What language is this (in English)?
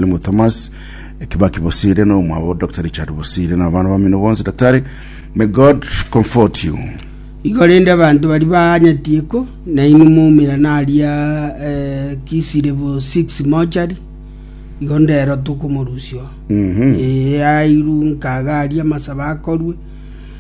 Gusii